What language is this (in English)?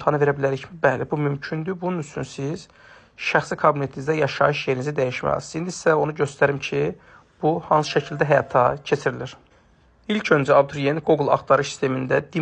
Azerbaijani